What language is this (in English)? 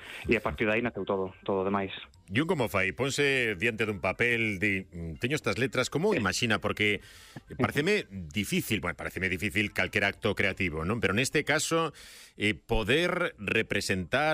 Galician